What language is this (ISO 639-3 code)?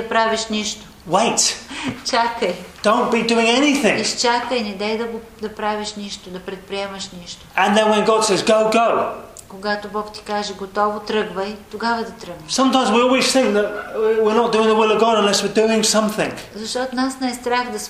bul